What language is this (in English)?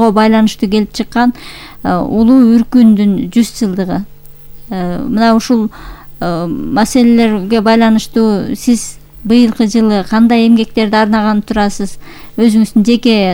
Kyrgyz